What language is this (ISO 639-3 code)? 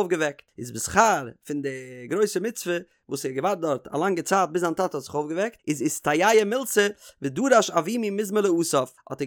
yid